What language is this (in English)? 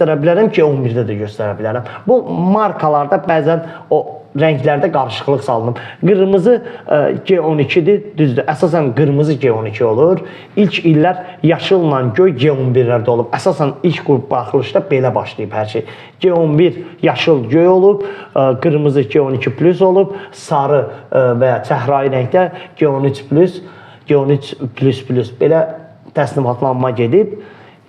Azerbaijani